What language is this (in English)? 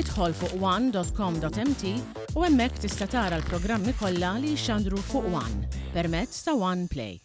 Maltese